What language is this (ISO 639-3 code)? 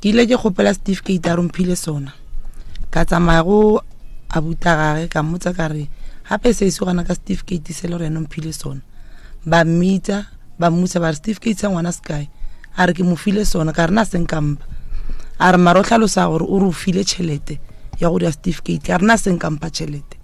nso